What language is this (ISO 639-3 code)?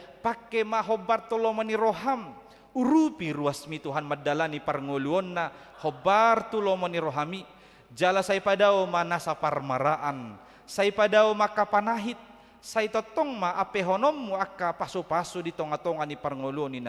bbc